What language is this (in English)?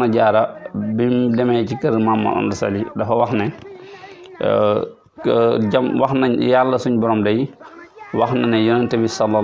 Wolof